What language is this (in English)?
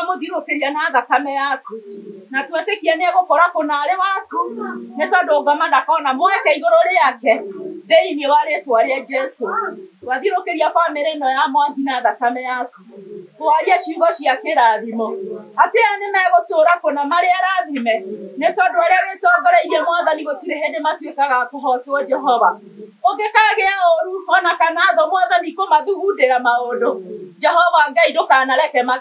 Kikuyu